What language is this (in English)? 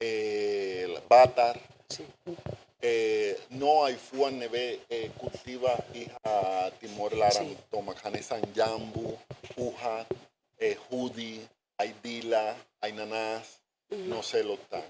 Tetum